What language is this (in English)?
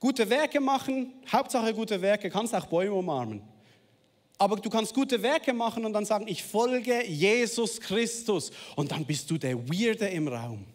Swiss German